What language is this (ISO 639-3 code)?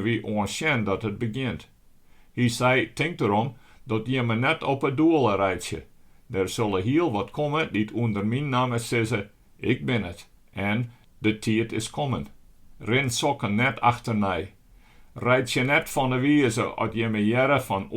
fry